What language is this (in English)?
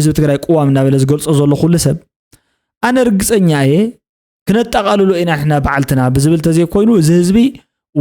Tigrinya